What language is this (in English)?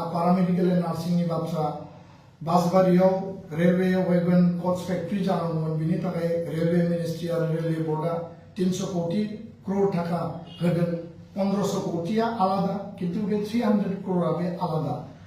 Bodo